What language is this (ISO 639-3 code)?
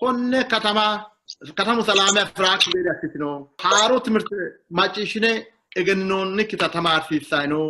sid